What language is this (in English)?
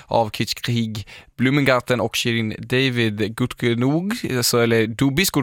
Swedish